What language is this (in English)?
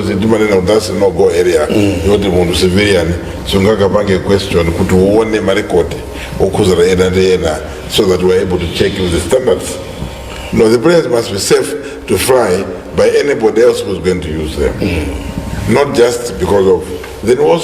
Nyanja